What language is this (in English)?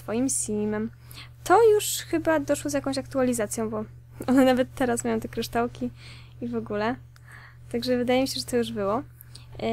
Polish